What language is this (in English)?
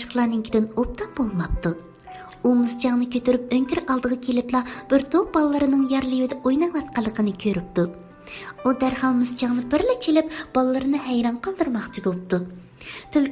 Uyghur